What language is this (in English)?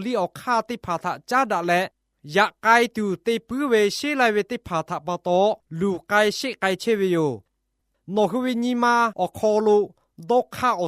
Lahu